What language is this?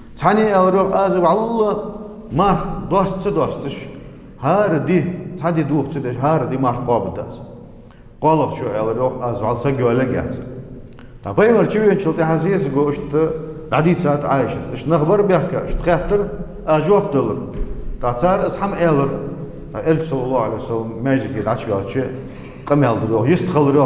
Ingush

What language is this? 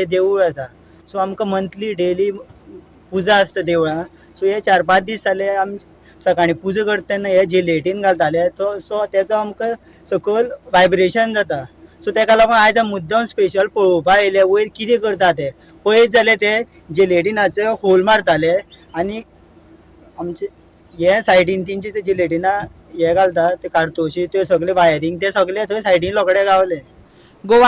Konkani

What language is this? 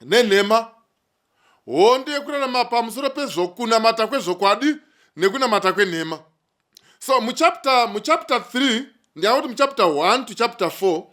Shona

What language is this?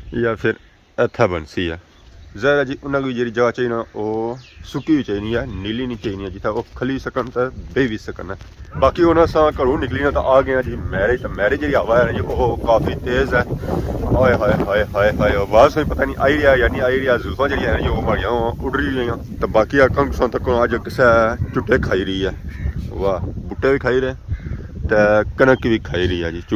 Pahari-Potwari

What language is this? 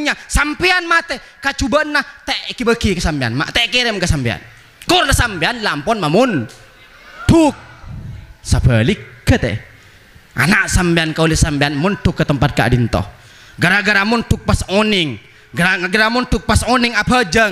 Madurese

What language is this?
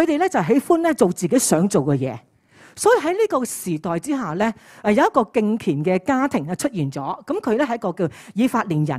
Cantonese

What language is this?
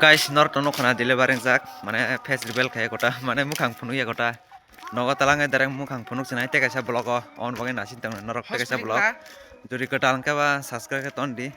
Kok Borok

